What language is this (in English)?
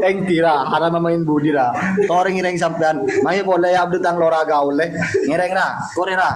Madurese